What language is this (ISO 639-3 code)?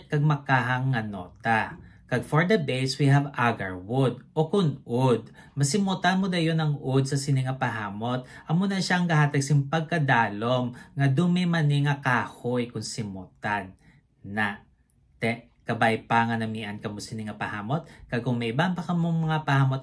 hil